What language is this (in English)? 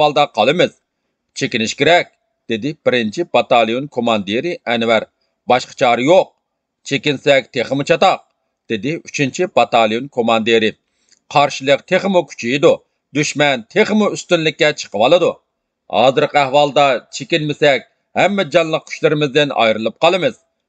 Uyghur